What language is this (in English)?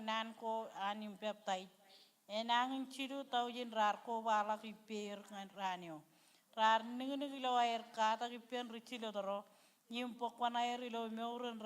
Marshallese